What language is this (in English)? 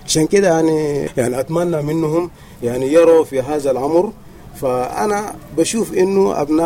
Sudanese Arabic